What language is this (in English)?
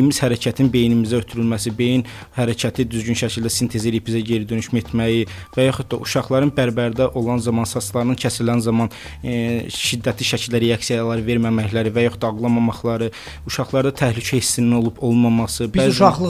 Azerbaijani